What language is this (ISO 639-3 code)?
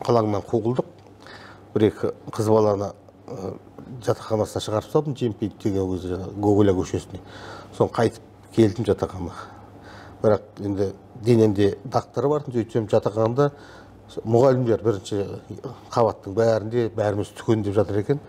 kaz